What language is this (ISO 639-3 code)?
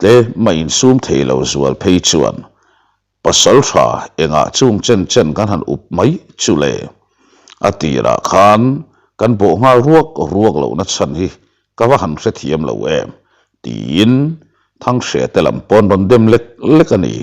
lus